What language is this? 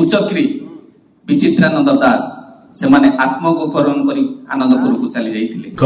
Odia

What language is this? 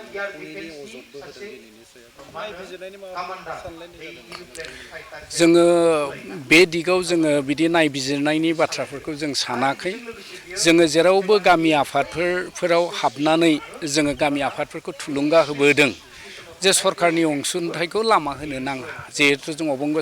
Bodo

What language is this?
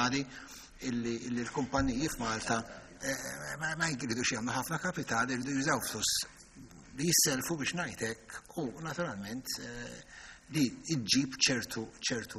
Maltese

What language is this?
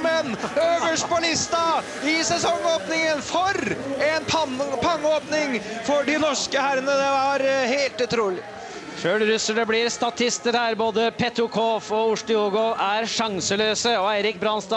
Norwegian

